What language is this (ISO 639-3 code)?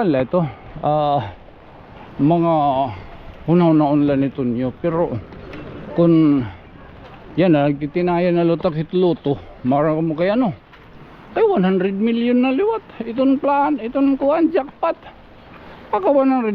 war